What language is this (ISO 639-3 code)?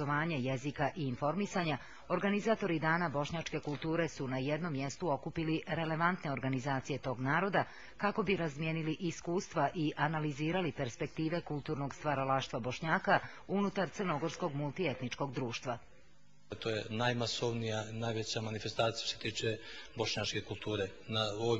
bos